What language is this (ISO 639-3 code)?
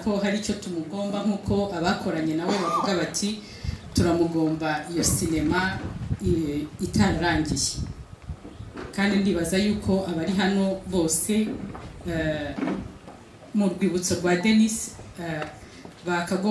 kin